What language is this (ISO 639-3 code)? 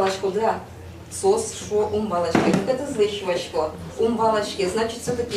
udm